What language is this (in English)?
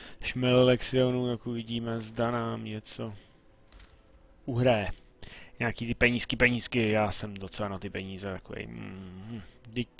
Czech